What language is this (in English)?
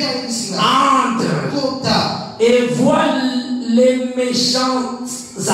French